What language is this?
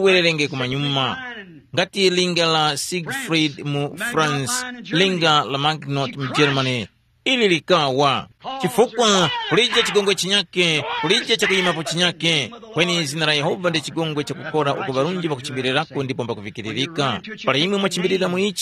Tumbuka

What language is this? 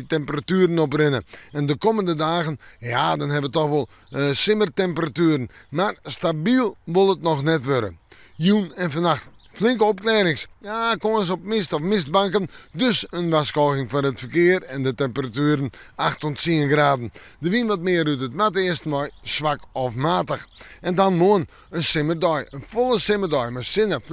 Western Frisian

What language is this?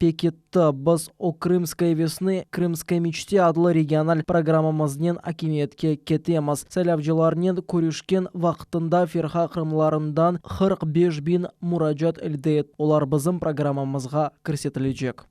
Crimean Tatar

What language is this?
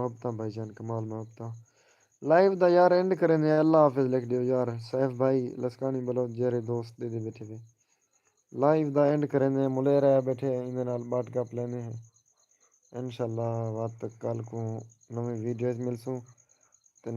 Saraiki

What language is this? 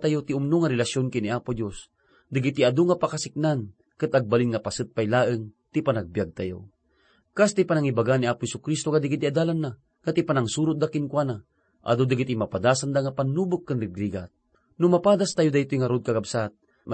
Iloko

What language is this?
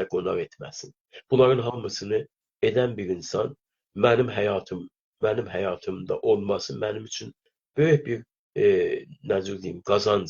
South Azerbaijani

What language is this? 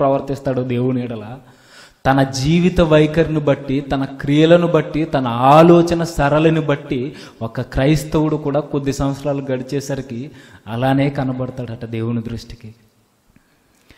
Telugu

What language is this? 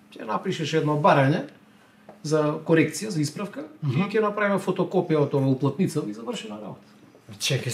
Macedonian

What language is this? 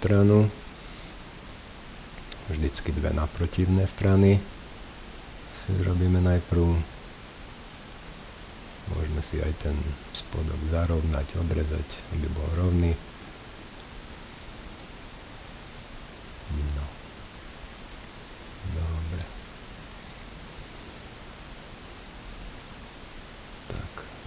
Slovak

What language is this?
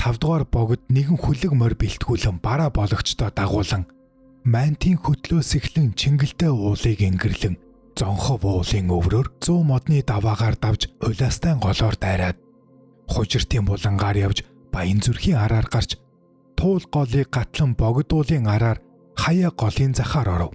Mongolian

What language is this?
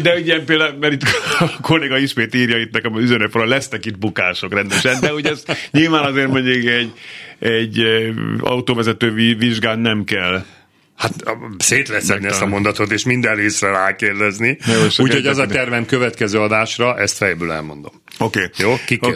Hungarian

